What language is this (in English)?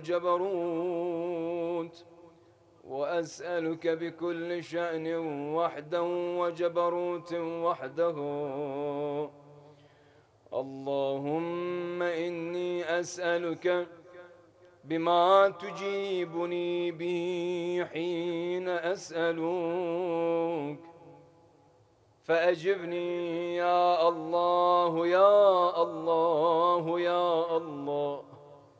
Arabic